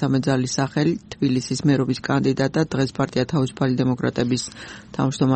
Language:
Georgian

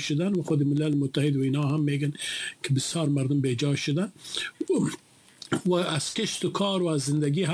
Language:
Persian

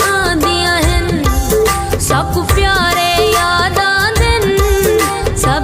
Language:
Pahari-Potwari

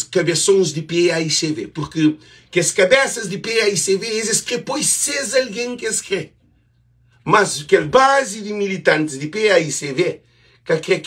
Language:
Kabuverdianu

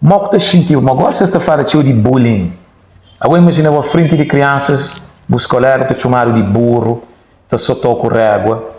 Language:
Kabuverdianu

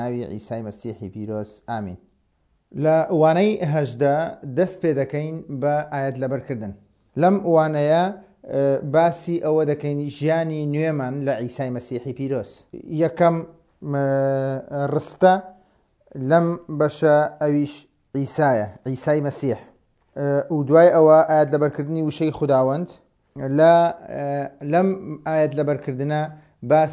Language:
Central Kurdish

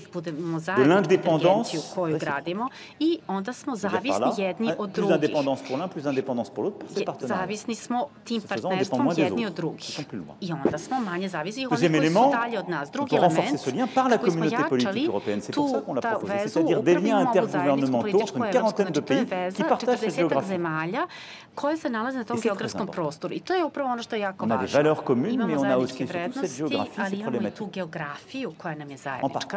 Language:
Serbian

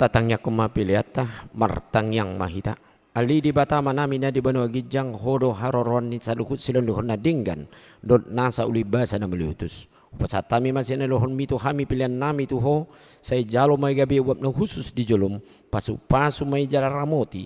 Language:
Batak Toba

